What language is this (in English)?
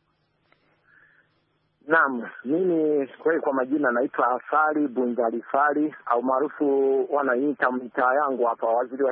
Swahili